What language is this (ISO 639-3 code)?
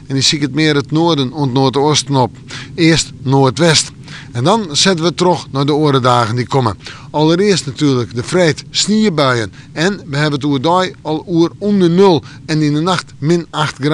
fry